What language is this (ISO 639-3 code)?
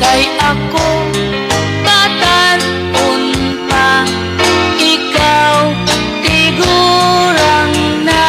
war